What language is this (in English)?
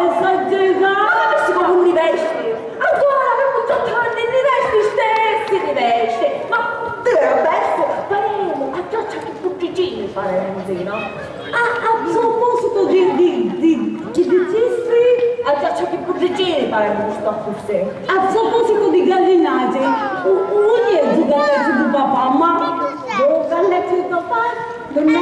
Sicilian